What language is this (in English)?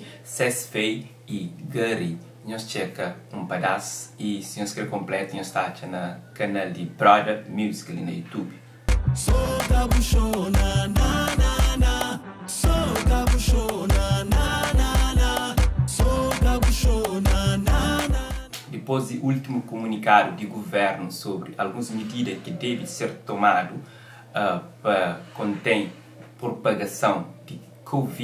Kabuverdianu